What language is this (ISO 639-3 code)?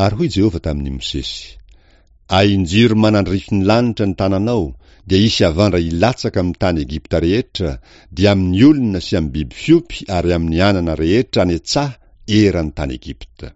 mlg